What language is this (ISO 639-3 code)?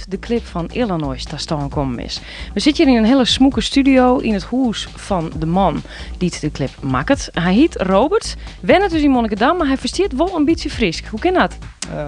fry